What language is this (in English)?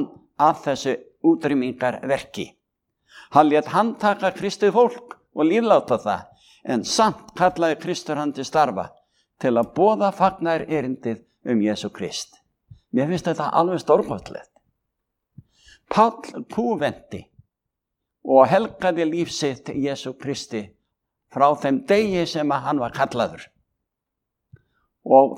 Icelandic